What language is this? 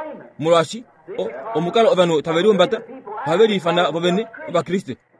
Kuanyama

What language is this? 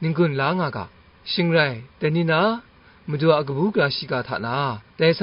Kachin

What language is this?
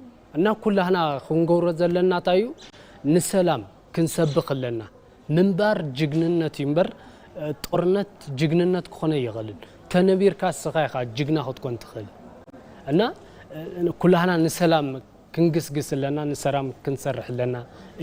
Tigrinya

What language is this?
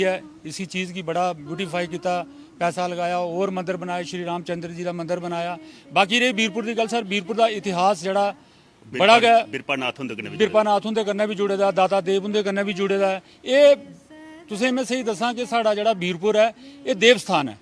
Dogri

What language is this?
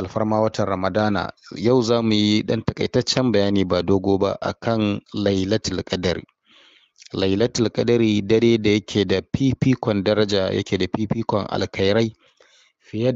Hausa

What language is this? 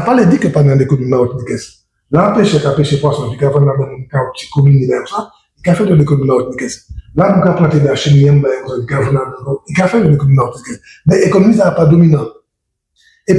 Guadeloupean Creole French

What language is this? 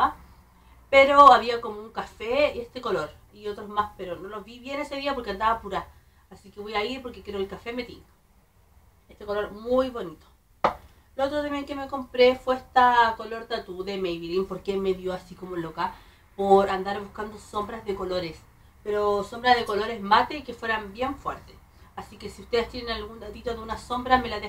Spanish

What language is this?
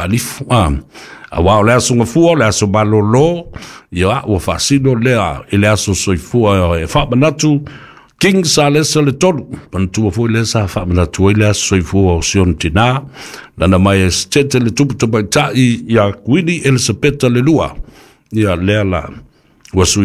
Samoan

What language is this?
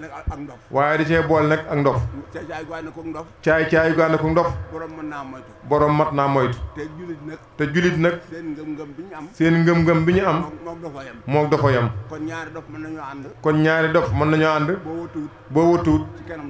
Wolof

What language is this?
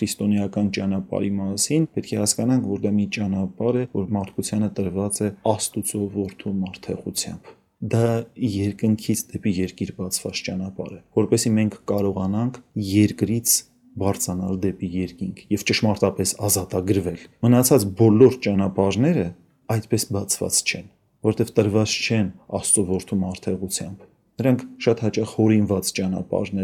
Armenian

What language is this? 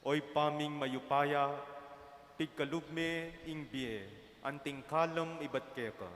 Pampanga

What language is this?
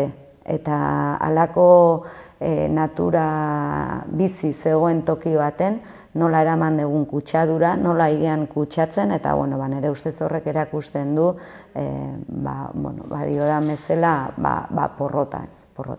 Basque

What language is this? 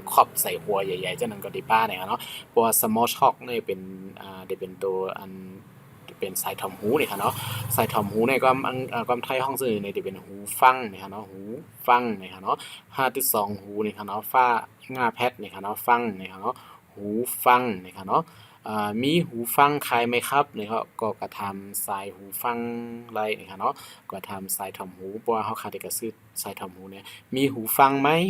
Shan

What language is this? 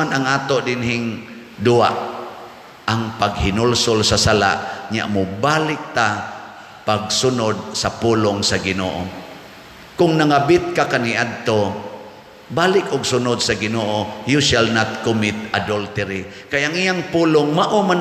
Cebuano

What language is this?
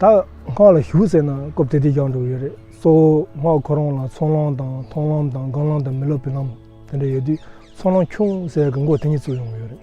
Tibetan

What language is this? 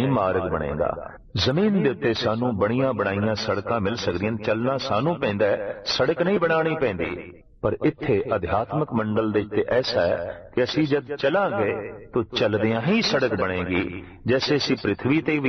Punjabi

